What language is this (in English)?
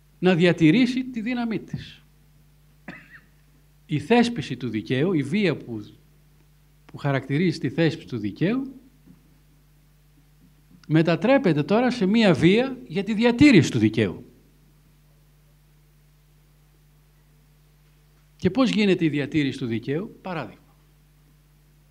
Greek